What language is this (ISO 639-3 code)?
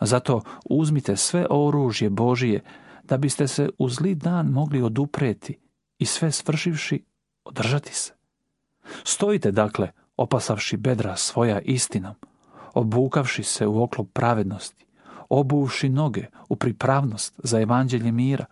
srp